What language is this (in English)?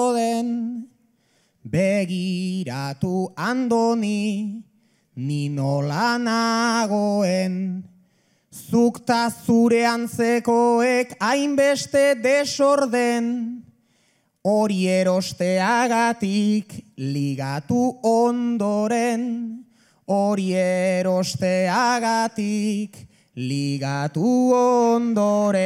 Basque